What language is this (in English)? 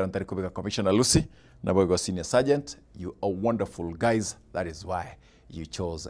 Gusii